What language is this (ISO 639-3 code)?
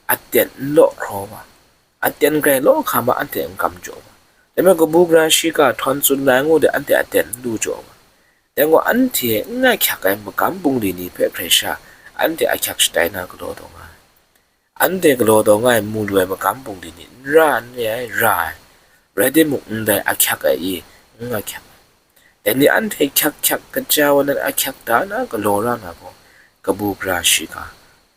kac